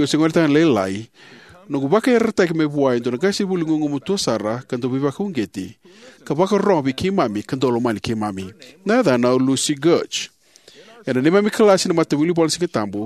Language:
Fijian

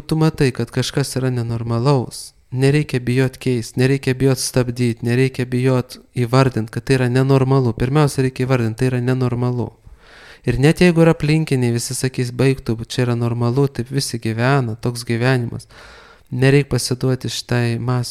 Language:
Lithuanian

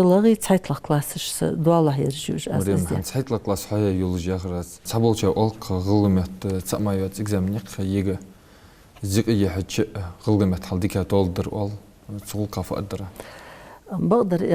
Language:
Ingush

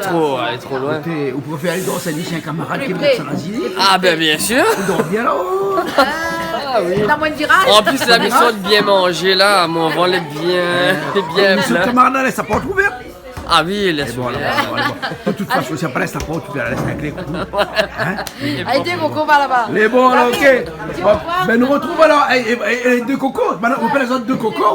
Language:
Réunion Creole French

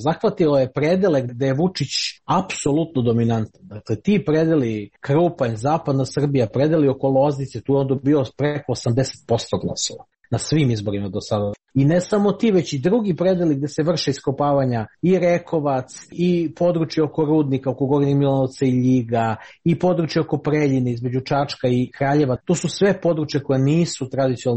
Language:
Serbian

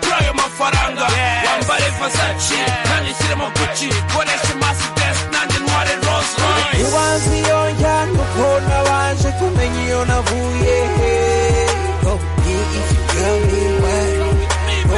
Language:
Kinyarwanda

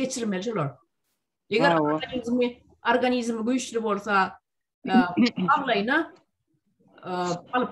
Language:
Turkmen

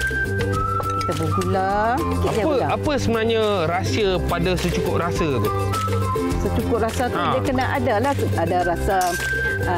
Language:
Malay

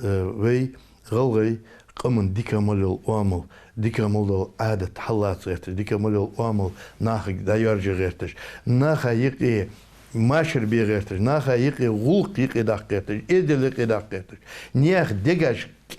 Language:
Ingush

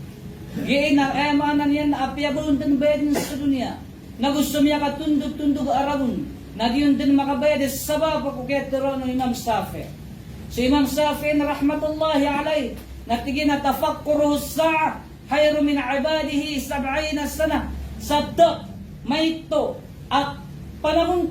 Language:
Maranao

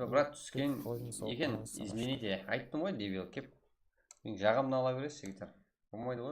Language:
Kara-Kalpak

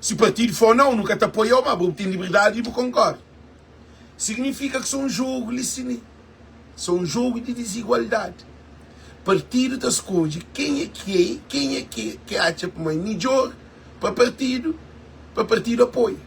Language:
Kabuverdianu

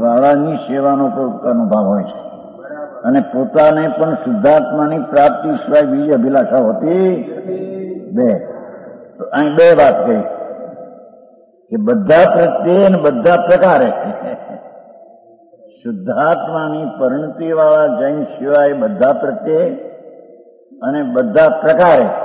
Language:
Gujarati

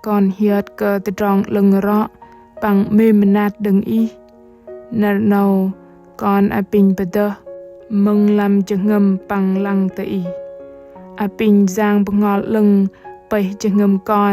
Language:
Bahnar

